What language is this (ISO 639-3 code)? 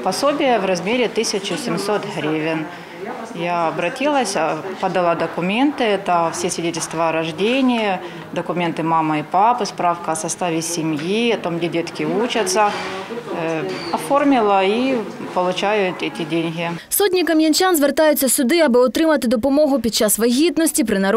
ukr